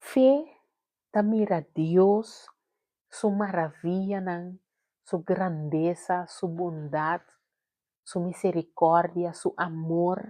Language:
Papiamento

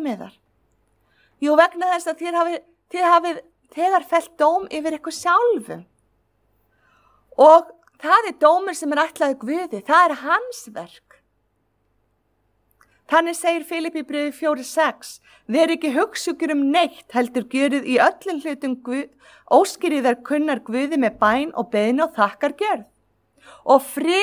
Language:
Icelandic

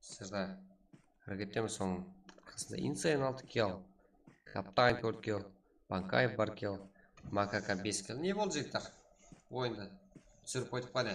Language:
Kara-Kalpak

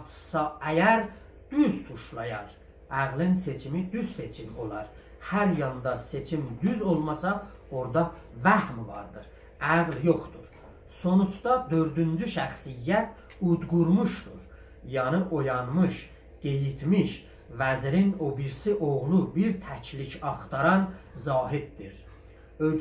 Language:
South Azerbaijani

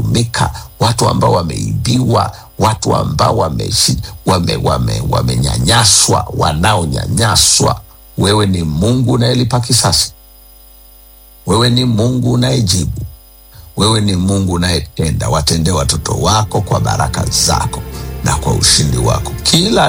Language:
Swahili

